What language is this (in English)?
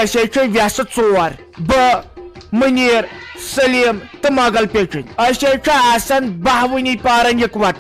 Kashmiri